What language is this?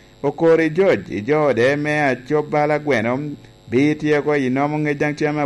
Lango (Uganda)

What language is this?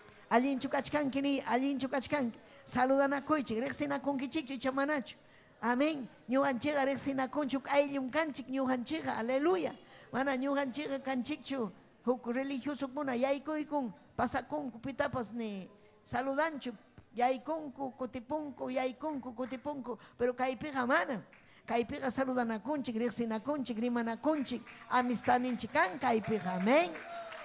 Ayacucho Quechua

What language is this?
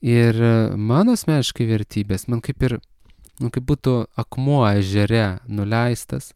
Lithuanian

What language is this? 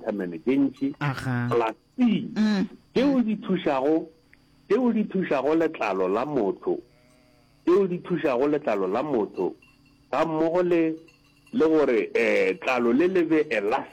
Northern Sotho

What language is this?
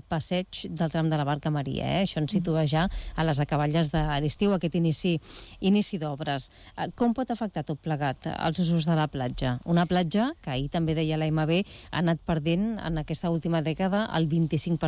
Catalan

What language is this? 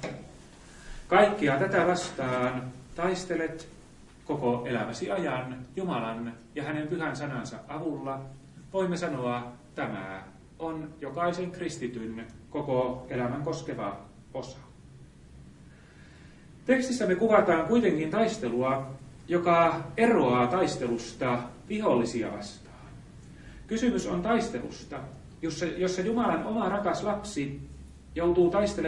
Finnish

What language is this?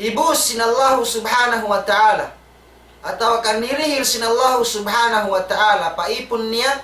Tausug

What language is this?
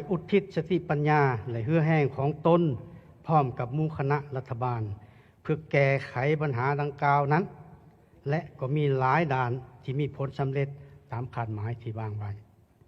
Lao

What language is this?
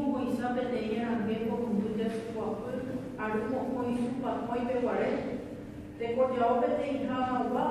Guarani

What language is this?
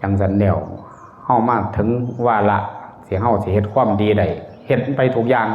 Northeastern Thai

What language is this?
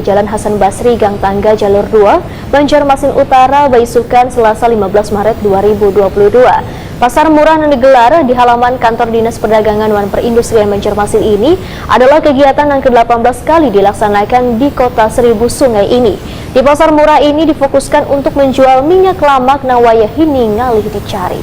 Banjar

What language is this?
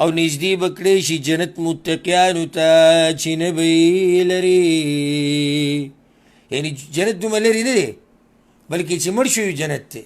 Pashto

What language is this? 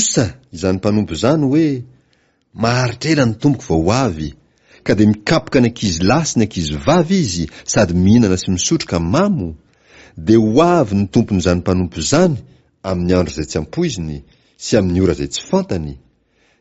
Malagasy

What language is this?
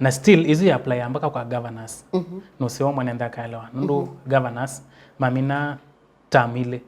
Kamba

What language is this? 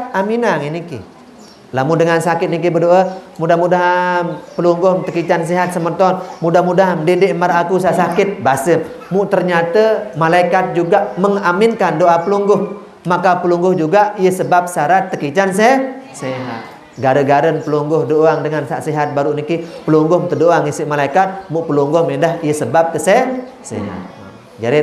Sasak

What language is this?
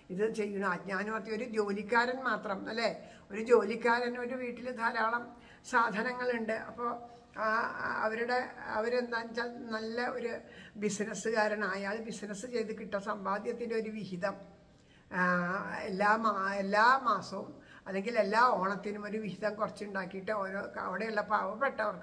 Malayalam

